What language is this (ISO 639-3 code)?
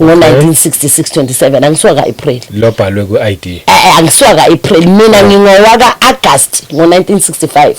zul